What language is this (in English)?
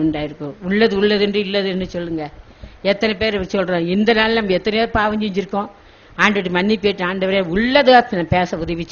Tamil